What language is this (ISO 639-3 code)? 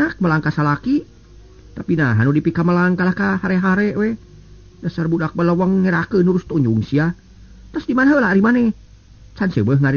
sun